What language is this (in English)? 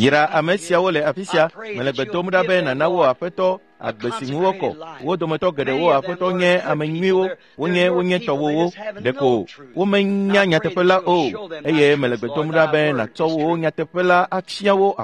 Ewe